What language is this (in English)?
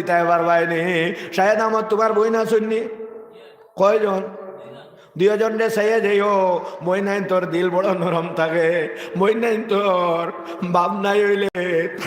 Sylheti